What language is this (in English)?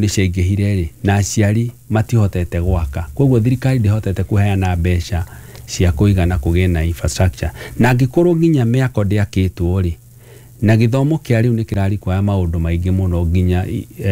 Kikuyu